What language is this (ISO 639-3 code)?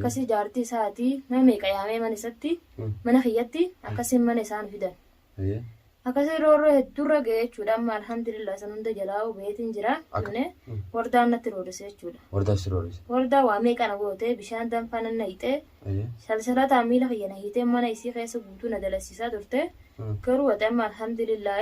orm